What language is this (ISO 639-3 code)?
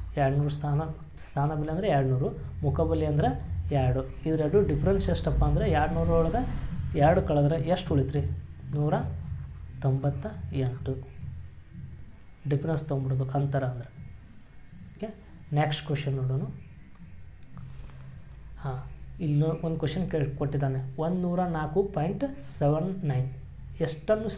kan